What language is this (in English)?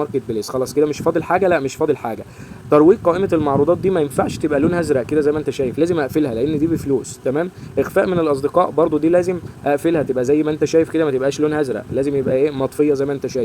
Egyptian Arabic